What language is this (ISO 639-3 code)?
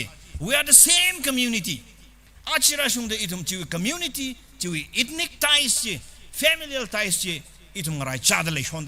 nmf